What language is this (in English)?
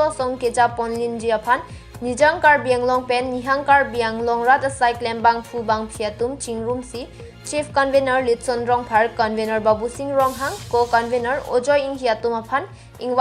Karbi